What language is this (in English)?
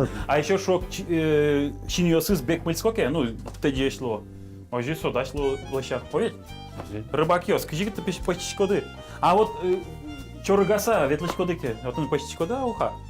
Udmurt